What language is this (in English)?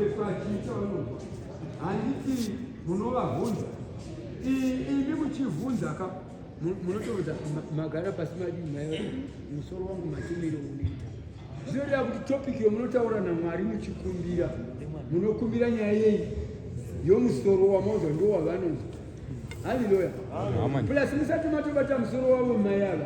Shona